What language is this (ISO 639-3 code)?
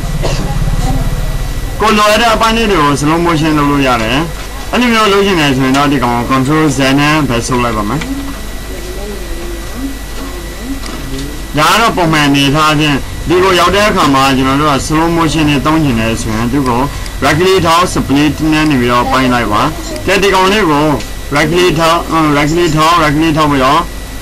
mya